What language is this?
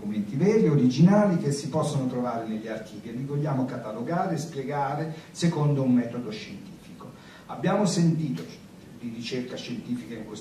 Italian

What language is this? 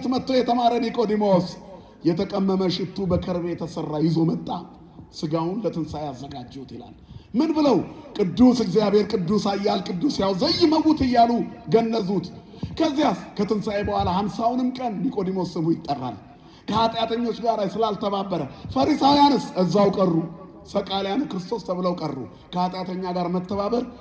Amharic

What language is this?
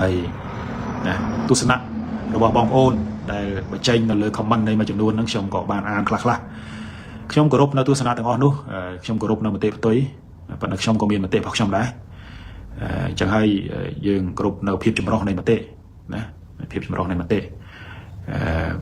Khmer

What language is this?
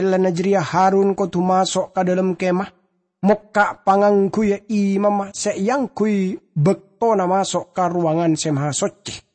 Madurese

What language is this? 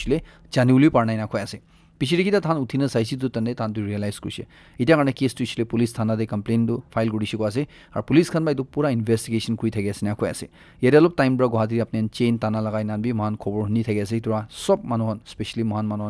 Naga Pidgin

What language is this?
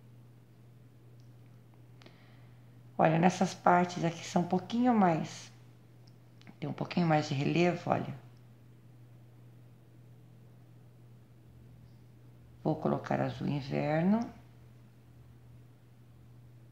Portuguese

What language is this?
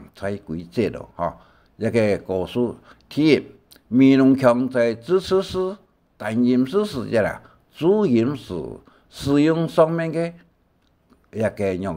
Hakka Chinese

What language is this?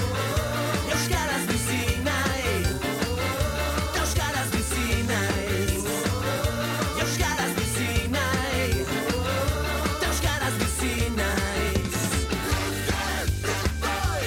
Basque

